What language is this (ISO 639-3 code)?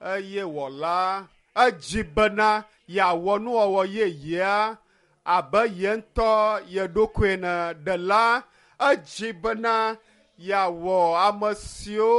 ewe